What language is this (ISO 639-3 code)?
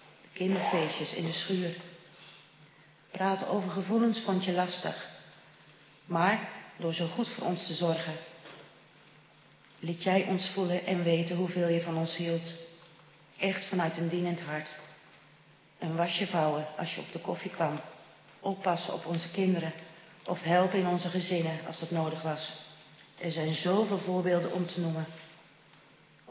nld